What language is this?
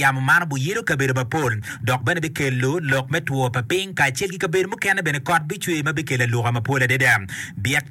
Acoli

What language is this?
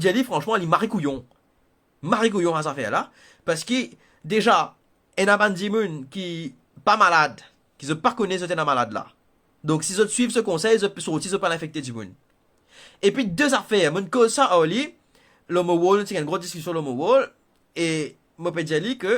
Morisyen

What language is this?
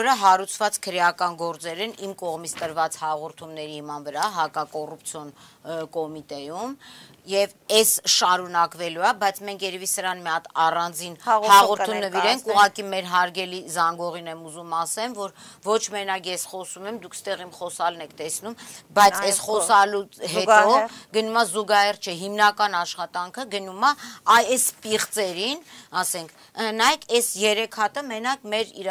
Armenian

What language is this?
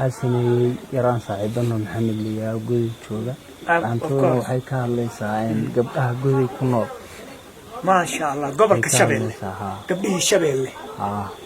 Somali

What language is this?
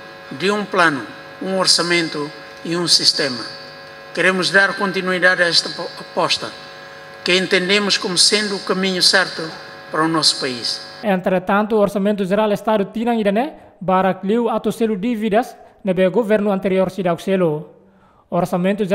Tetum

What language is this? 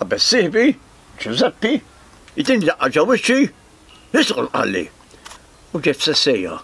Maltese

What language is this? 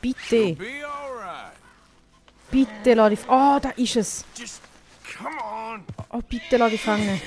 Swiss German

